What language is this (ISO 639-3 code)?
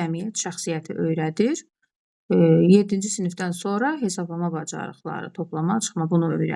aze